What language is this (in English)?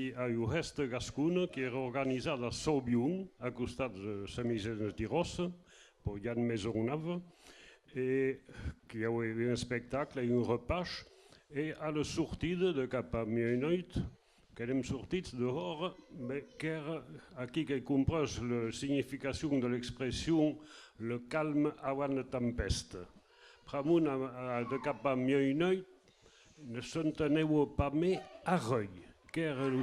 Occitan